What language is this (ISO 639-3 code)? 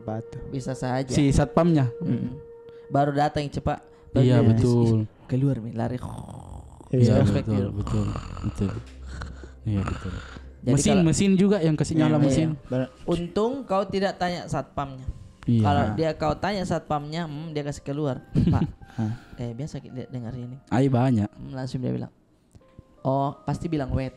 mfp